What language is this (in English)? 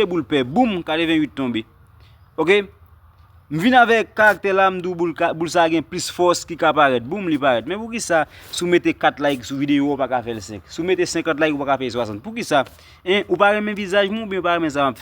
Haitian Creole